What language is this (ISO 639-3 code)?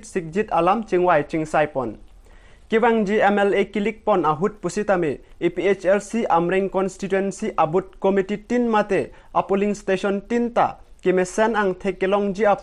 mjw